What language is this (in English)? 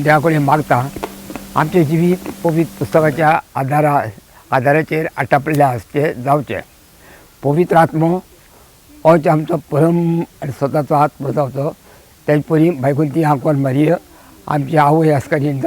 Konkani